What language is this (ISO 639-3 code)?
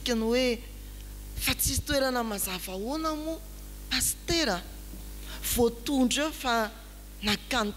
mlg